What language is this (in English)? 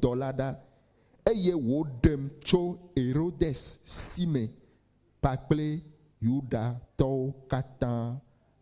Ewe